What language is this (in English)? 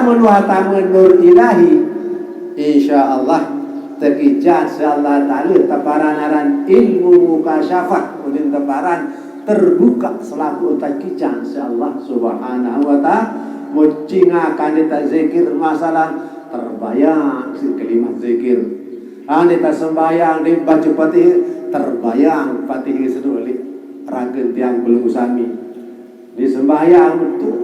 Sasak